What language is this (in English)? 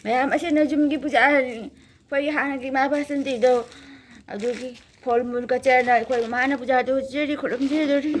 Manipuri